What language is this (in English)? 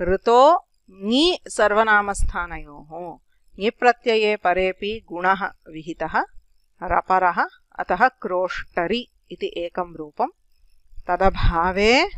Sanskrit